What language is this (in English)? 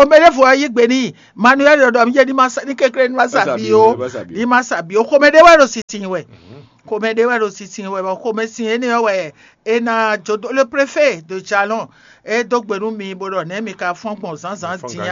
Fon